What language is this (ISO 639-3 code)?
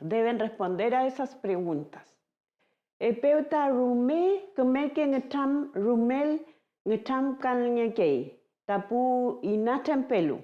arn